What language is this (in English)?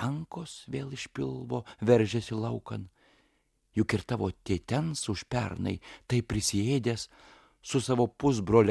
Lithuanian